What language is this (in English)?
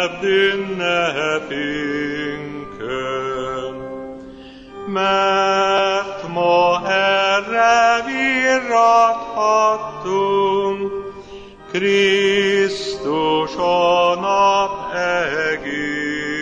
Hungarian